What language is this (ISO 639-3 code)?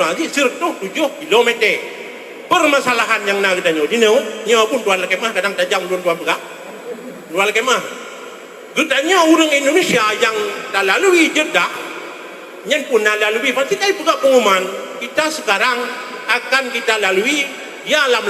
ace